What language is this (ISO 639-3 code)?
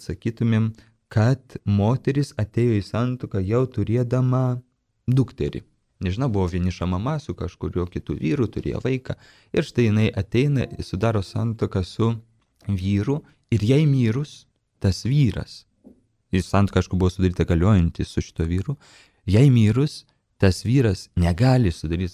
lit